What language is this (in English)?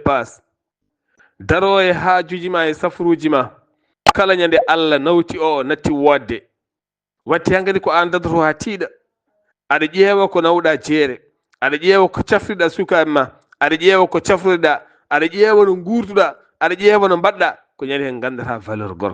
Fula